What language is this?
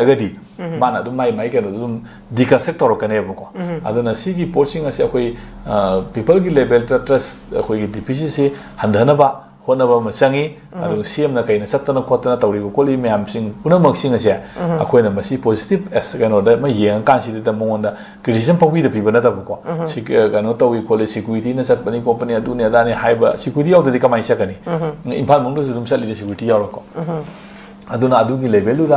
Manipuri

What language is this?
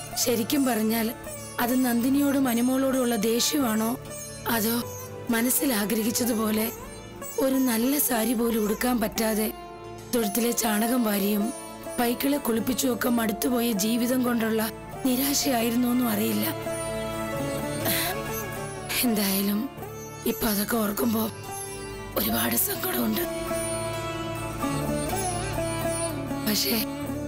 Malayalam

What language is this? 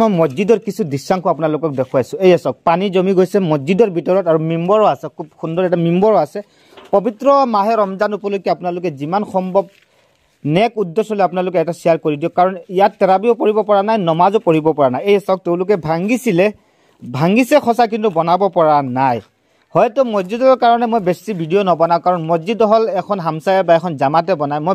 Assamese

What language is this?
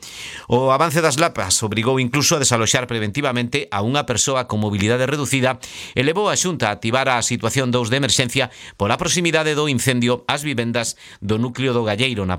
Galician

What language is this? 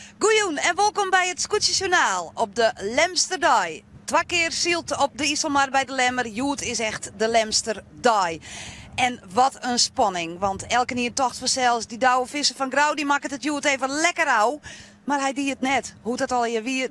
Western Frisian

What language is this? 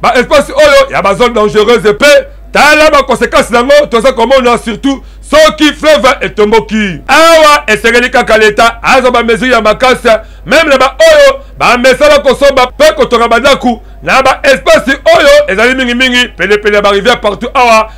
Lingala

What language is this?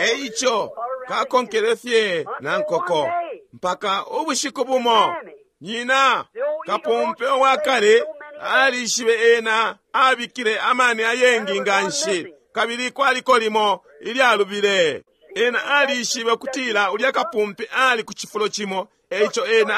Bemba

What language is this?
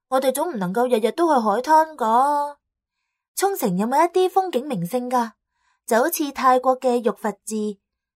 Cantonese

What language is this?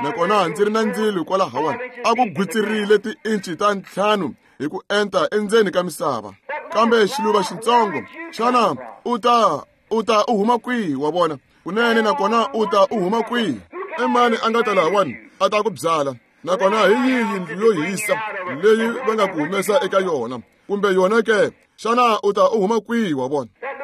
Tsonga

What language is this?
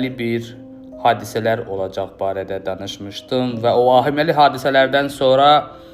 Azerbaijani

